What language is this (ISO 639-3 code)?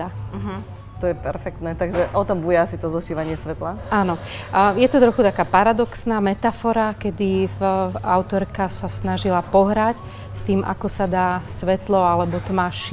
slk